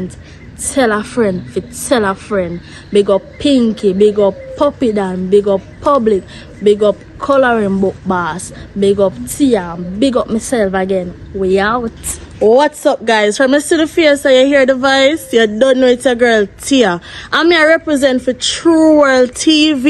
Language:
Jamaican Creole English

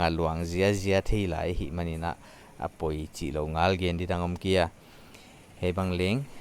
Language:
Paite Chin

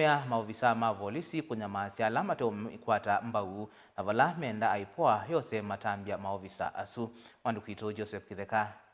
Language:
Kamba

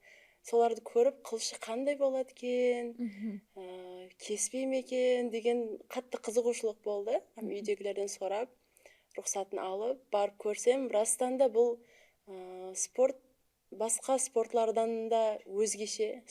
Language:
Kara-Kalpak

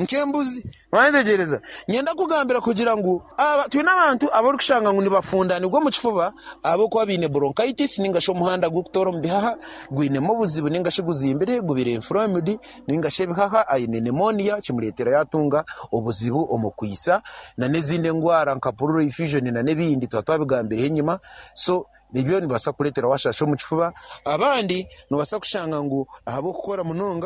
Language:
Nyankole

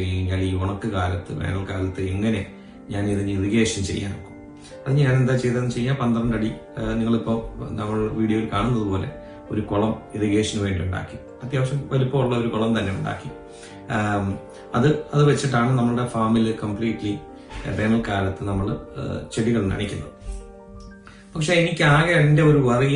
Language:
Malayalam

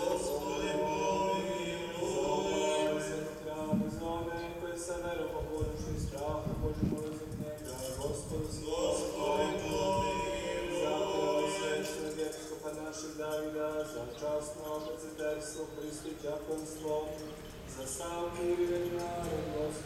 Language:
Serbian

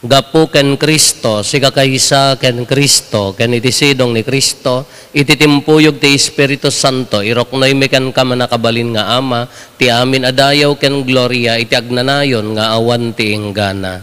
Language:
Iloko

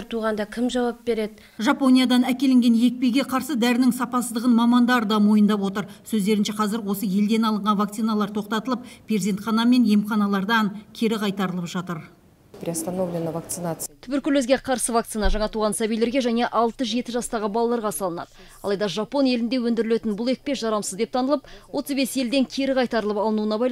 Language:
Kazakh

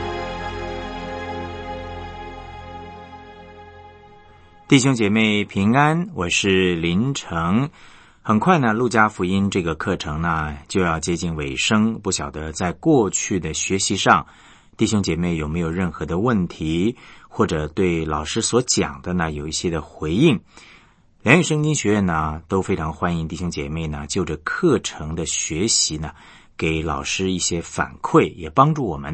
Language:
Chinese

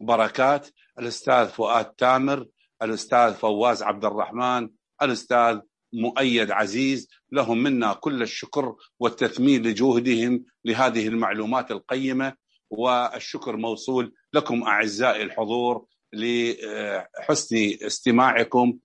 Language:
Najdi Arabic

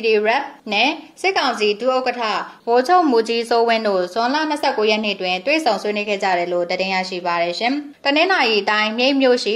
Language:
Burmese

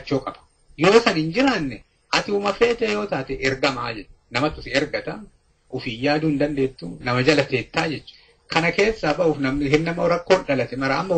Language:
Oromo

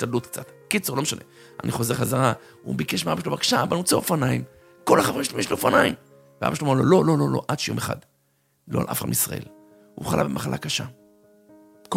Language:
Hebrew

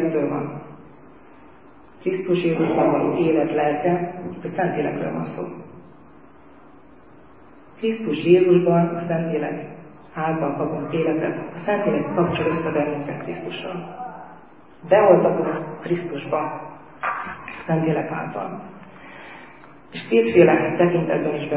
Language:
Hungarian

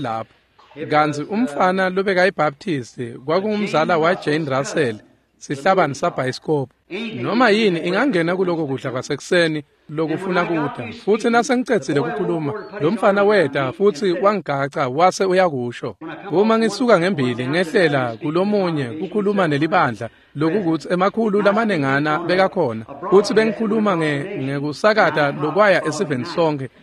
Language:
Swati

